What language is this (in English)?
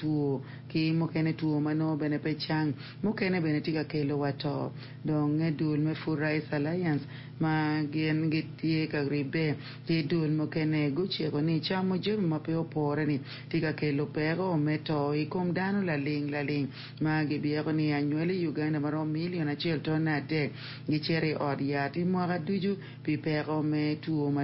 Acoli